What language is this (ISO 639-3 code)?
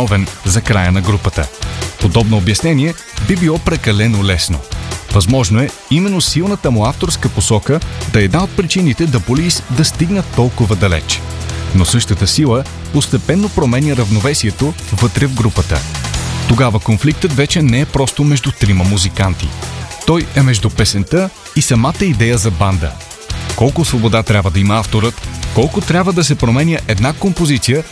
bul